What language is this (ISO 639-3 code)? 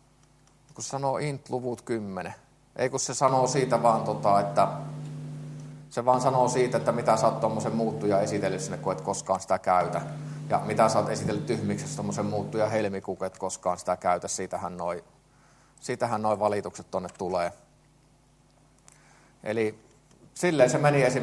fin